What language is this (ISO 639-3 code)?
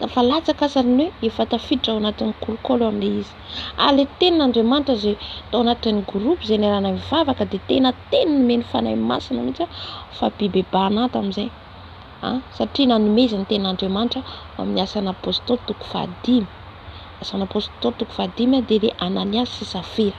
mlg